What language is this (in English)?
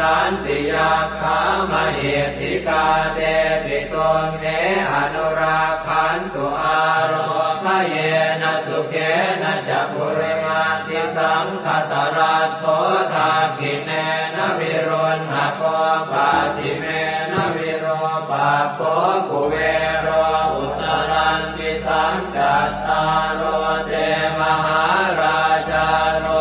Pali